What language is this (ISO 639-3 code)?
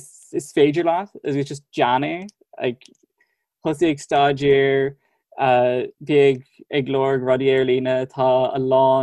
gle